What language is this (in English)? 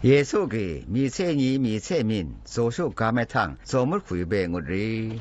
Zaiwa